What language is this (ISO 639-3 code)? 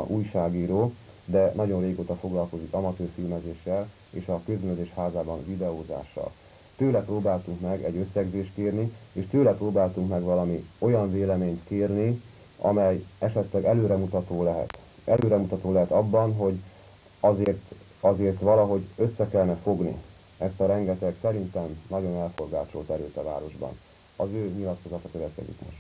hun